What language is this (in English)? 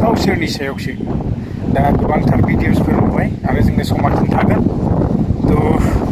Bodo